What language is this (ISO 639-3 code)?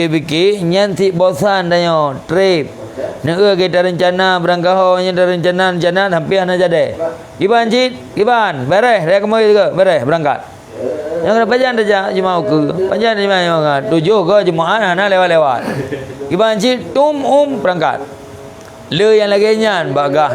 ace